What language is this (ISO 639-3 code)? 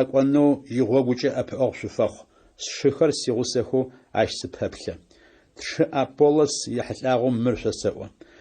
ady